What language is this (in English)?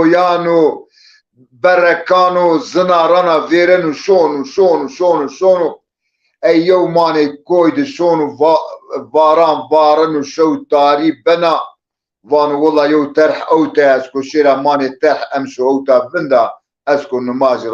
Zaza